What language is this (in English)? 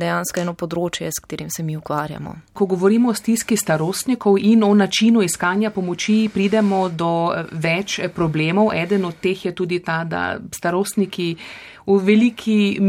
Slovenian